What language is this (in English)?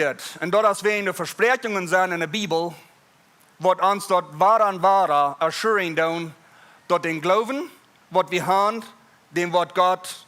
Plautdietsch